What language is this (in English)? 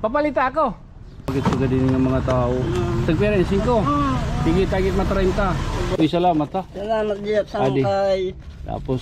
Waray